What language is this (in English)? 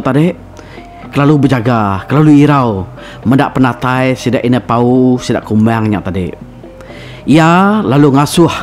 Iban